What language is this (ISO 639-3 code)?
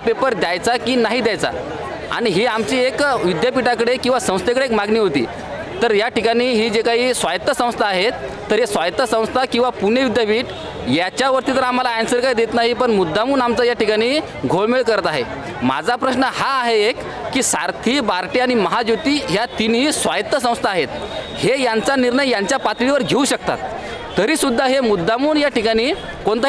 mar